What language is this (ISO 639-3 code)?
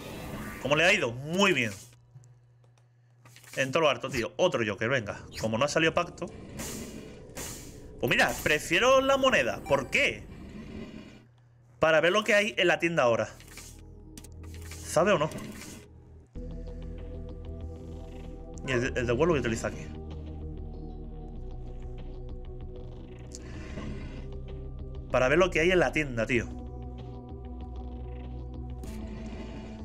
spa